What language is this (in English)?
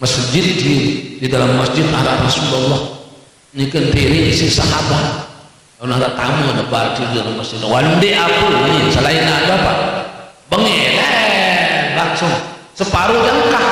Sasak